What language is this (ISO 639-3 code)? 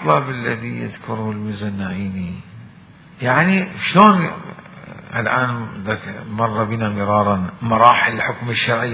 acm